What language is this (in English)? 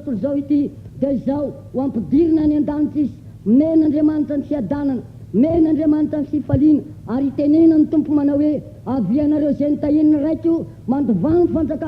Malagasy